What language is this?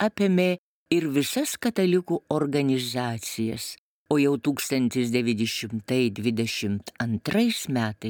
Lithuanian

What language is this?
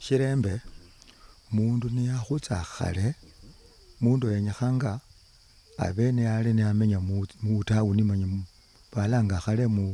Luyia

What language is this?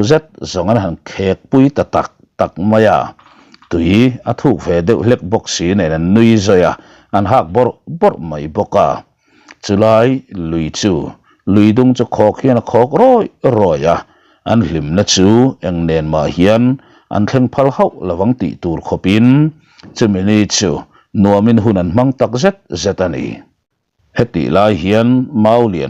Mizo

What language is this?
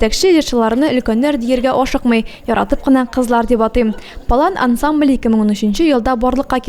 Tatar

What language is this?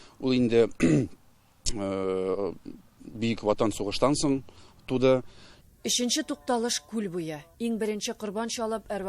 Tatar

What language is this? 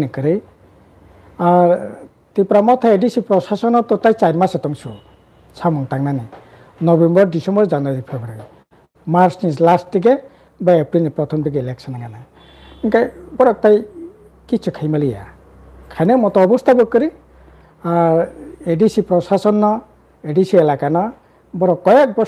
Kok Borok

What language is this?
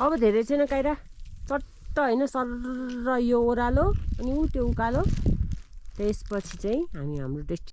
Nepali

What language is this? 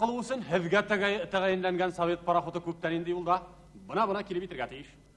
Bashkir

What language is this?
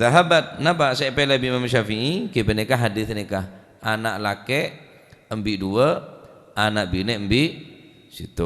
Madurese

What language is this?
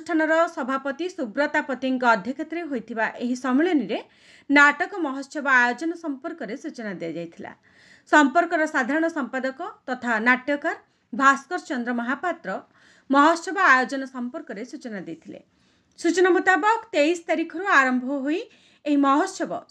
Odia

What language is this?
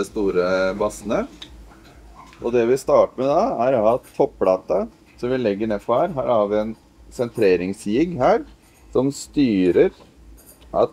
Norwegian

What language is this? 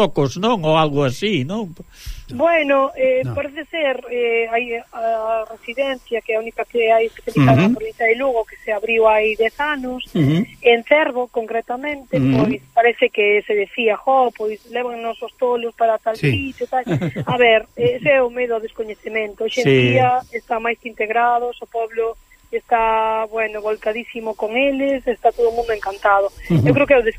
Galician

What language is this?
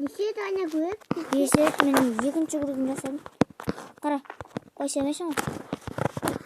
Kazakh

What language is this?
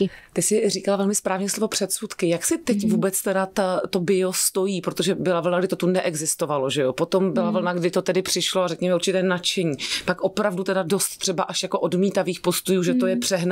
Czech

